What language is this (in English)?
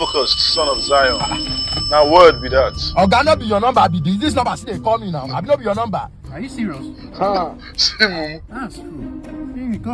Nigerian Pidgin